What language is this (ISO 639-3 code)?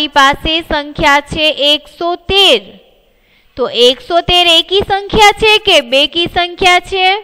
guj